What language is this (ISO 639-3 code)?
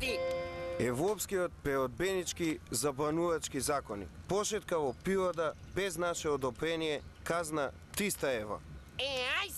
mkd